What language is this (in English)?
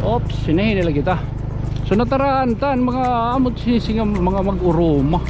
Waray